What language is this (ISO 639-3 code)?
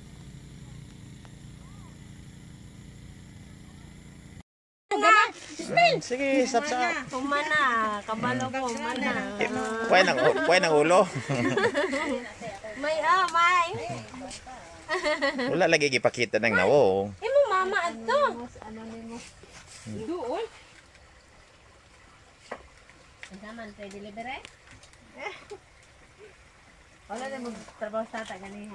ceb